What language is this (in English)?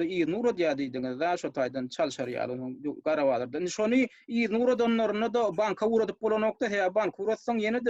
Turkmen